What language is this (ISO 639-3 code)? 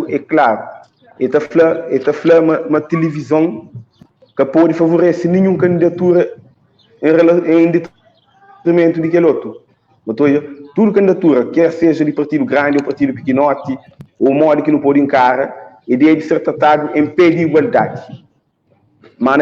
kea